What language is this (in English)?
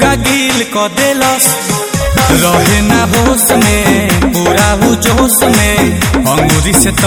Bhojpuri